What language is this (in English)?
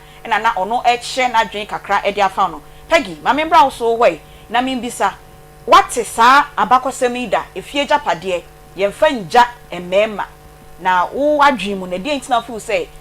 Akan